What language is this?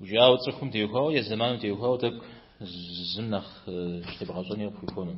Kabardian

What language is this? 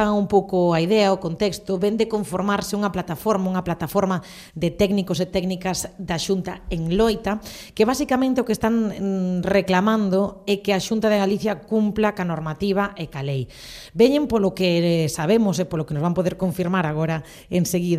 Galician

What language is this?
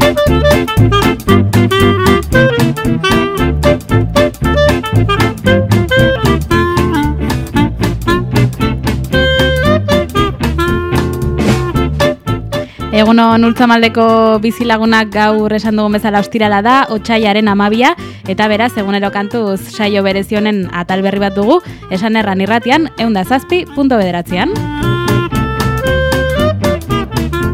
Basque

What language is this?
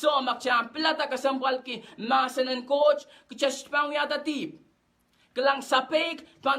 Pohnpeian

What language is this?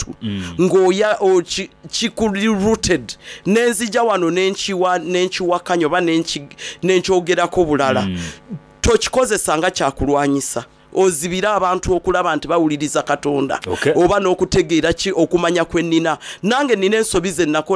Soga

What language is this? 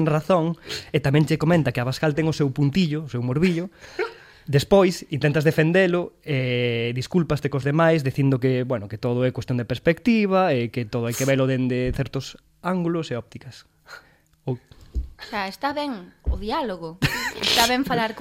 Galician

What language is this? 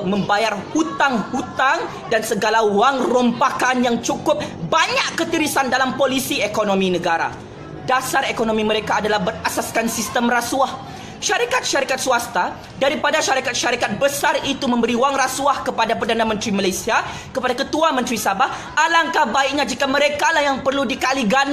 Malay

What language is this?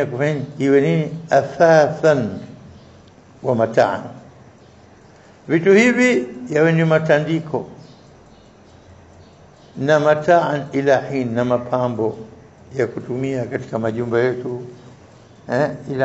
Swahili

